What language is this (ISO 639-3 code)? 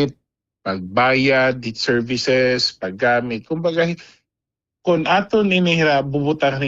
war